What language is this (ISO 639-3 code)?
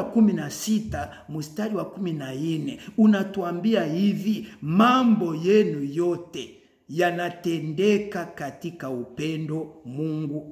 swa